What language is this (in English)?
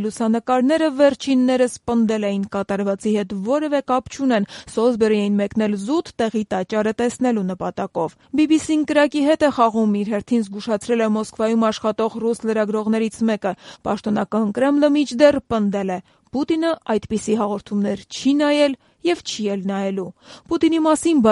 Armenian